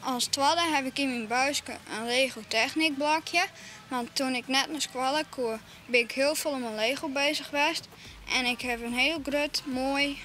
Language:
Western Frisian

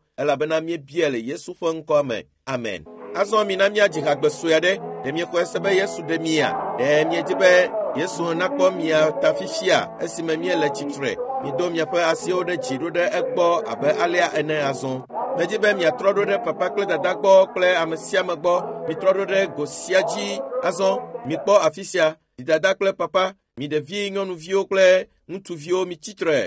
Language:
Ewe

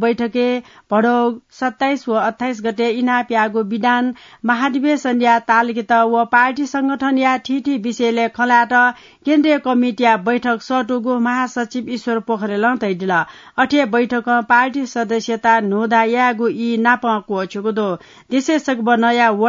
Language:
Newari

